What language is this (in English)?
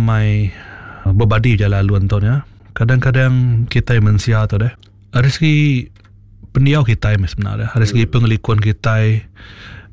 Iban